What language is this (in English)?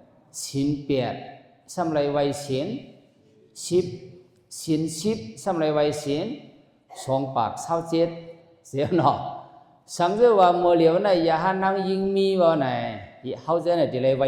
Shan